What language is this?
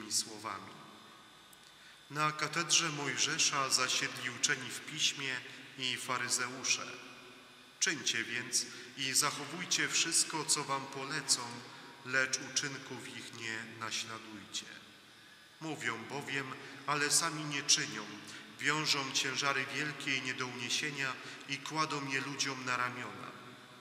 Polish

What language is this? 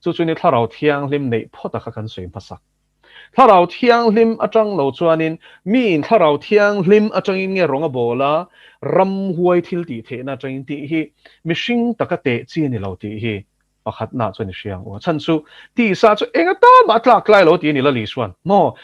Mizo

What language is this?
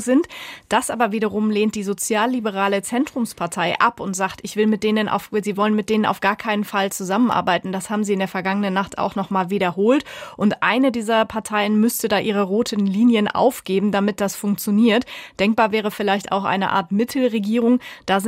German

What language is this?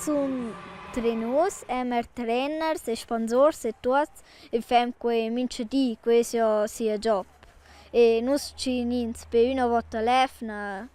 Romansh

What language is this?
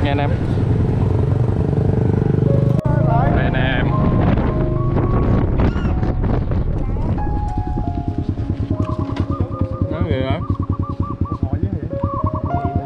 Vietnamese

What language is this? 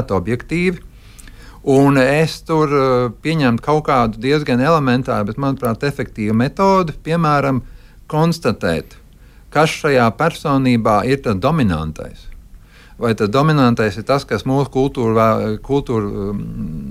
Latvian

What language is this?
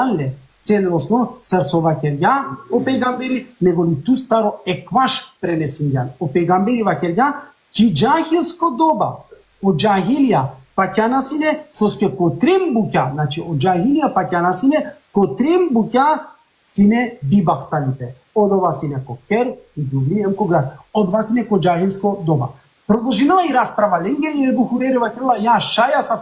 Balkan Romani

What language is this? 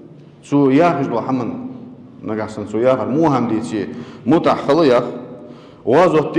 Ingush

